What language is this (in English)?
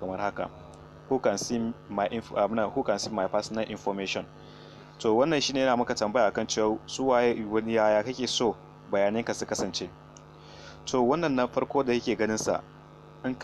Hausa